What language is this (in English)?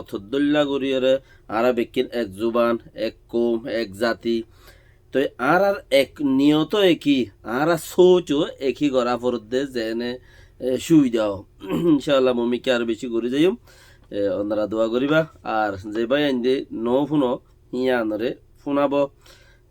Rohingya